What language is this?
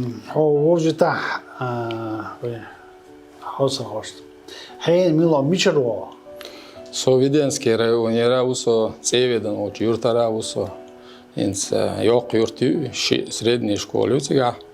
Chechen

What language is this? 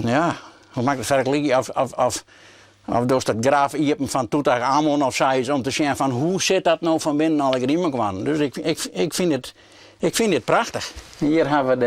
Western Frisian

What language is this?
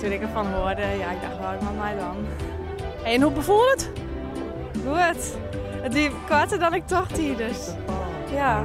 Western Frisian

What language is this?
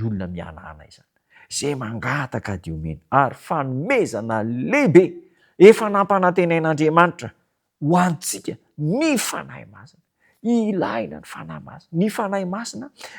Malagasy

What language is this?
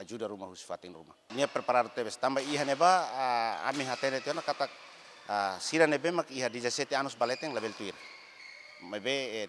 Tetum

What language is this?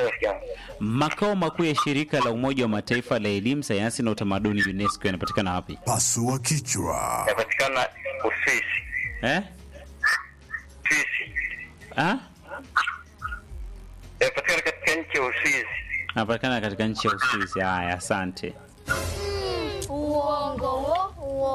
Swahili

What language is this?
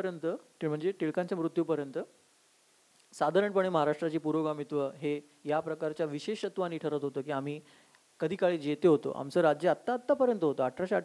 Marathi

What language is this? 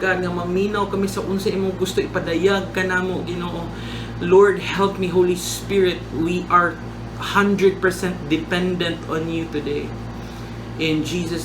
Cebuano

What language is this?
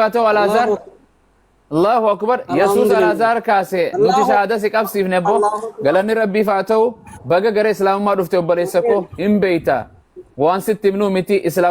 Oromo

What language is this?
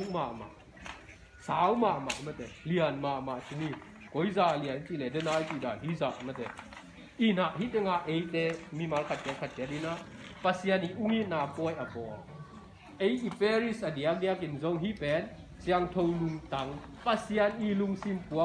Tedim Chin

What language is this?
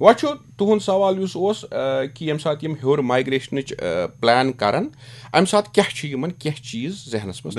Kashmiri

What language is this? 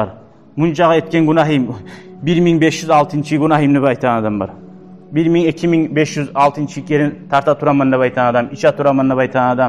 Kumyk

